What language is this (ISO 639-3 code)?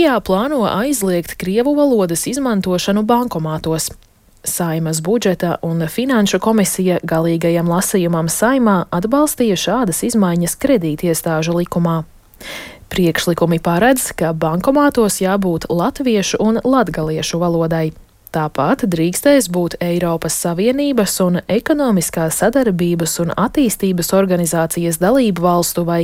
lav